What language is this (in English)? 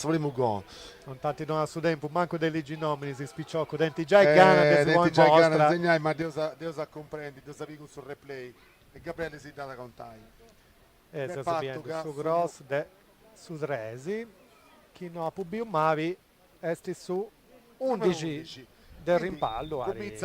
Sardinian